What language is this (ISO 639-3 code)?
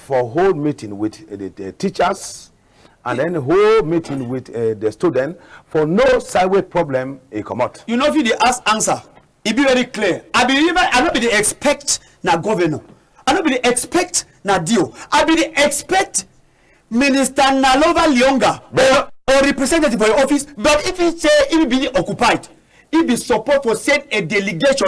wes